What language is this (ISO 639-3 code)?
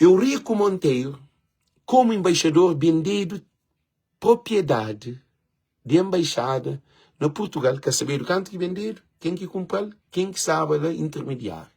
kea